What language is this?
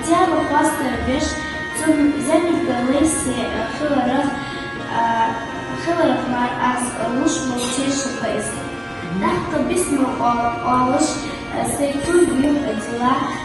Ingush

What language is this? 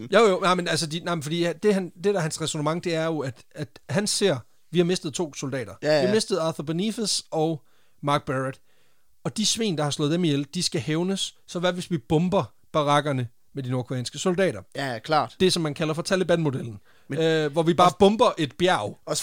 Danish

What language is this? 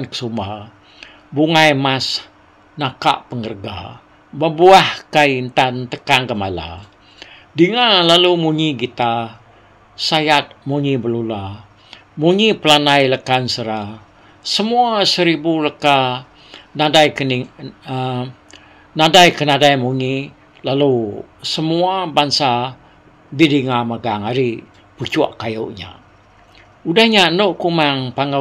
Iban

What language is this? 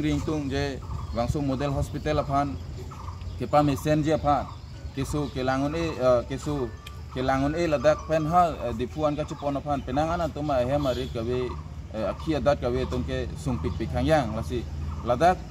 Karbi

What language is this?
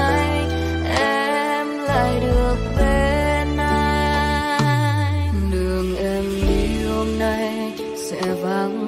Vietnamese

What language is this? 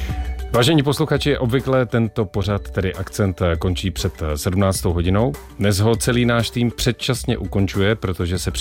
Czech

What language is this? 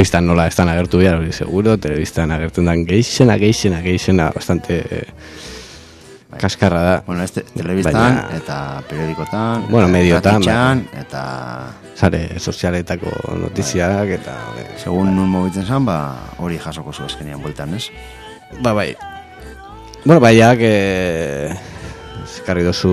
Basque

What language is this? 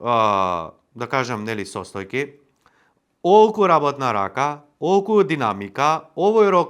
Macedonian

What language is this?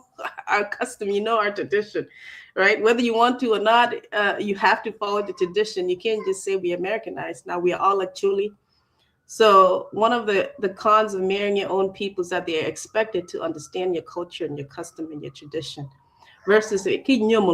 Acoli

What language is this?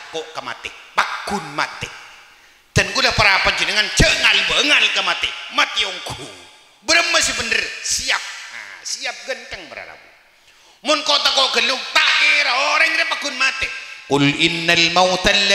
Madurese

